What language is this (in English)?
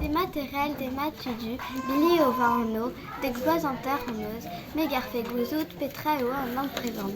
Breton